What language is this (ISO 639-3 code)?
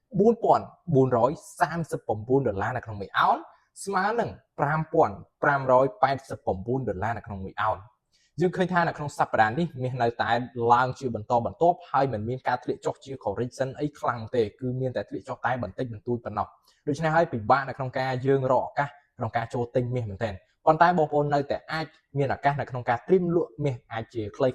khm